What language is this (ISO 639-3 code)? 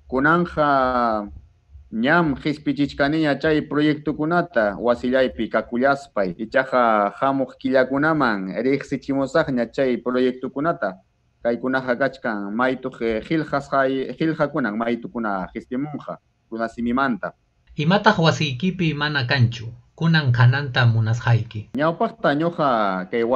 quy